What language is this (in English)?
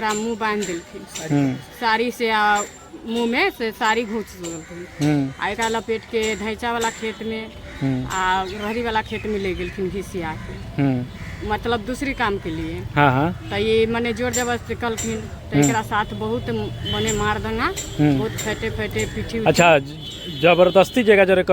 Maithili